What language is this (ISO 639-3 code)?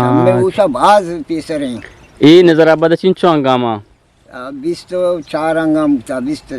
bgp